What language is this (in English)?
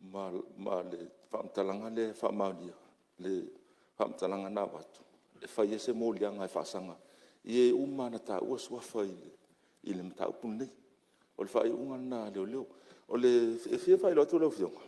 Samoan